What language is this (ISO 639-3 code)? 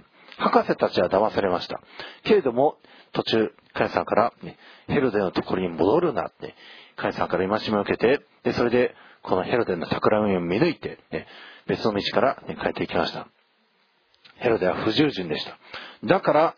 jpn